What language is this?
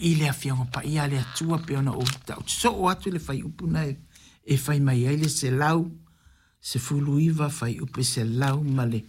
Samoan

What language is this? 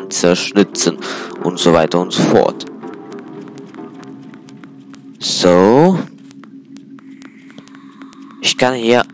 German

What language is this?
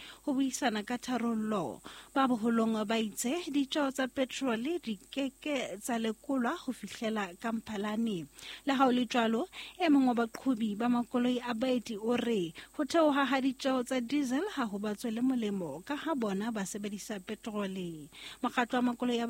Southern Sotho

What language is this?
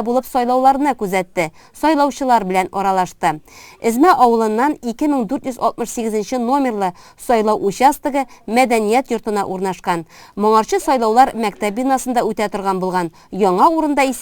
Tatar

